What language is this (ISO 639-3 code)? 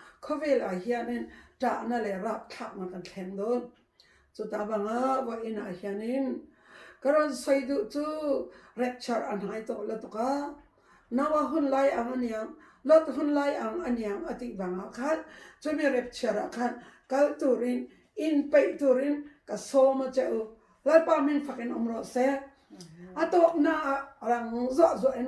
lus